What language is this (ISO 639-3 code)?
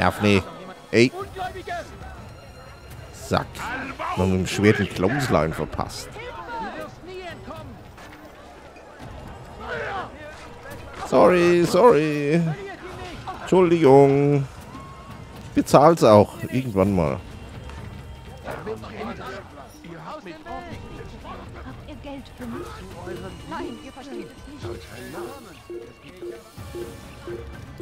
deu